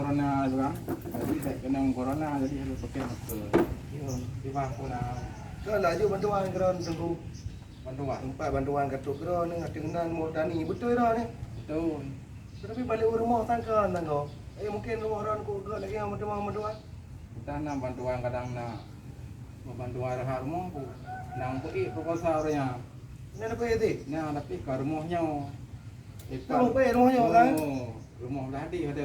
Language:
Achinese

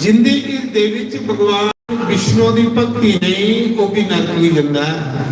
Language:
Dogri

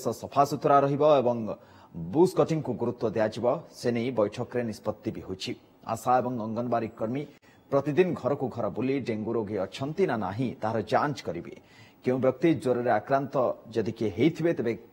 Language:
Odia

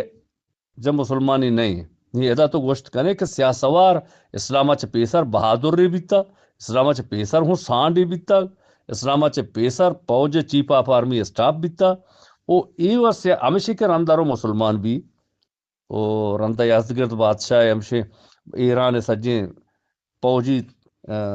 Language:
Eastern Balochi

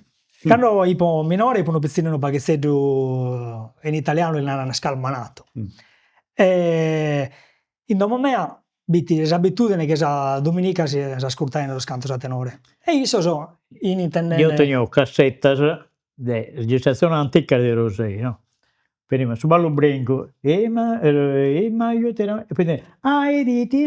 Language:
Sardinian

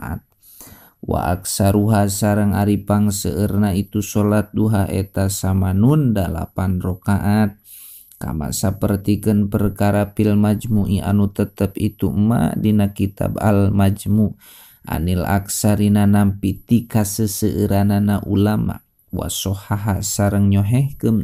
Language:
Sundanese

